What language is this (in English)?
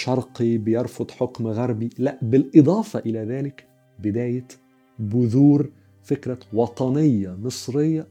Egyptian Arabic